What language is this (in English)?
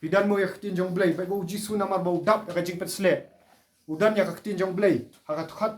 Khasi